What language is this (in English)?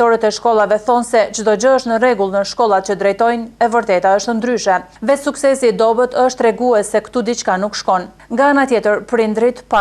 Albanian